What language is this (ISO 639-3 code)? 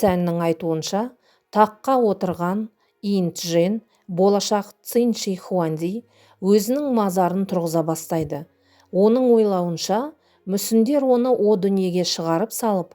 kaz